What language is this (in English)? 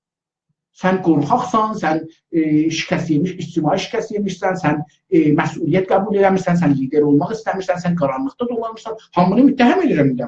South Azerbaijani